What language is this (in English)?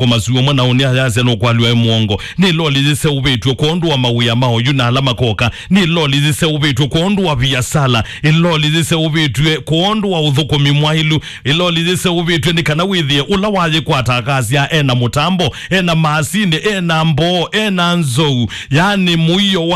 Kamba